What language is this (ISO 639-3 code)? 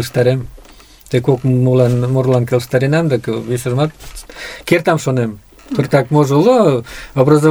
chm